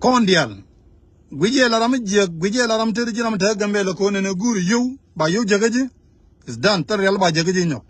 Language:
Nuer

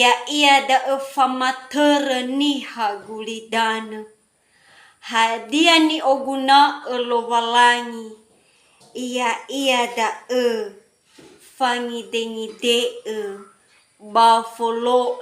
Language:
Nias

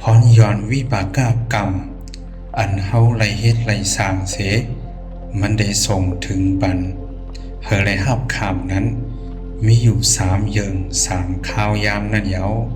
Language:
Shan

